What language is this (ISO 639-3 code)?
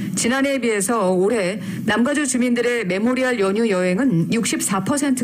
kor